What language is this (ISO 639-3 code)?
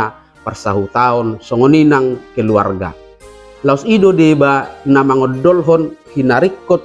bbc